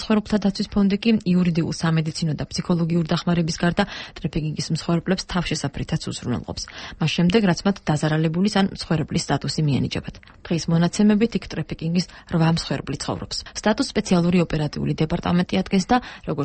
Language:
Georgian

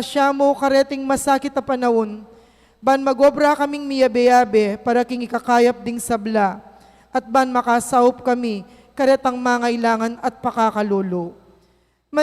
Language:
Pampanga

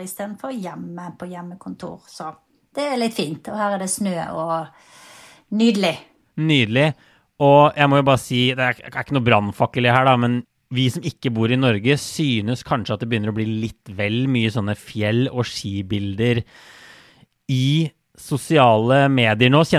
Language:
Norwegian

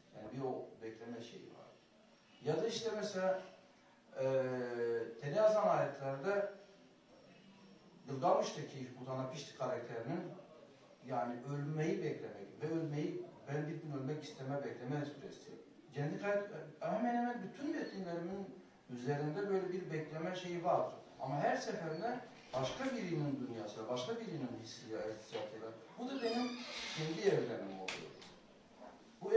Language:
Turkish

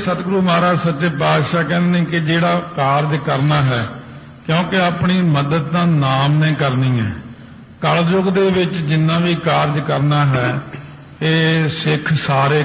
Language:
Punjabi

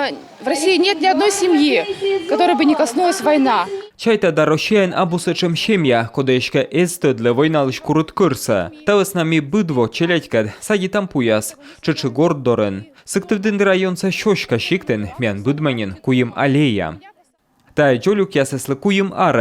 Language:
Komi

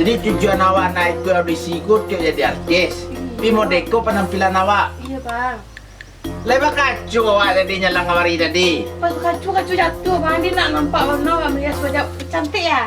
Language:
Minangkabau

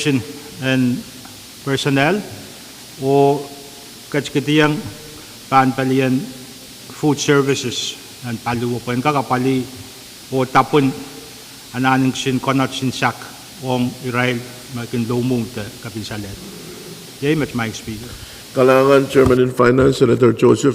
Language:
Pohnpeian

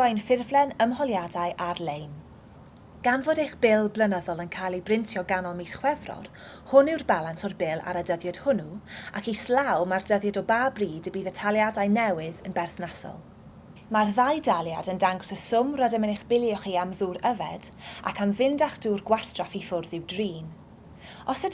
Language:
Welsh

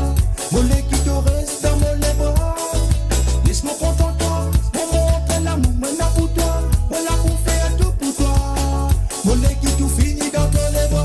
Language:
Morisyen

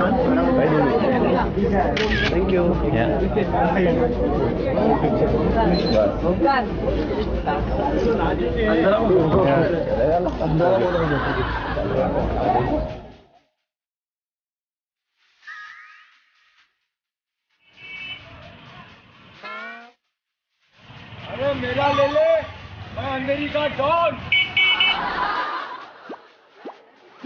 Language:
Korean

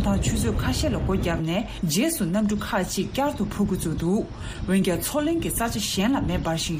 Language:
Tibetan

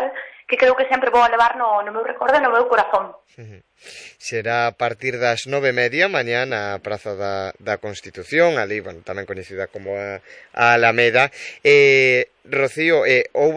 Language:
Galician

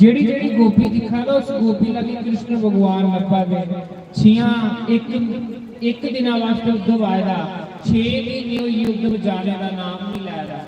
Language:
Dogri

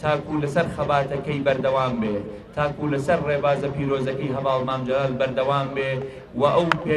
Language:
Central Kurdish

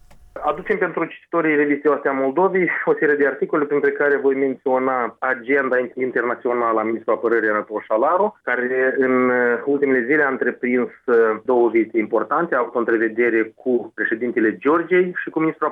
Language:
Romanian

